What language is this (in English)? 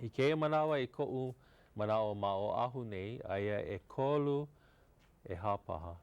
Hawaiian